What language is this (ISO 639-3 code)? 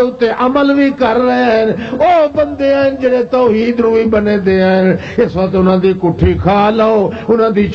lah